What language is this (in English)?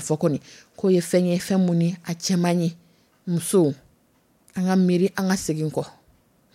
Dyula